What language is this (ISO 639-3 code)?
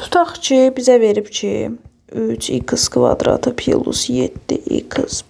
aze